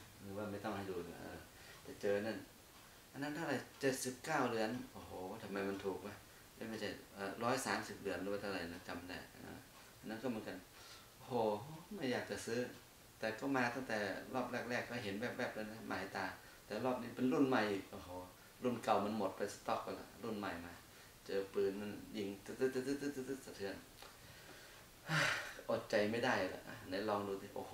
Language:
Thai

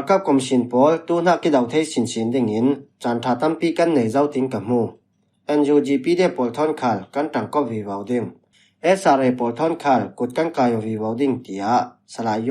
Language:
Falam Chin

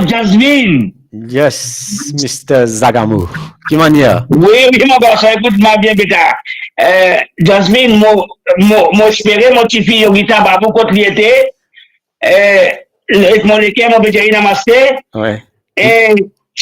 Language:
Morisyen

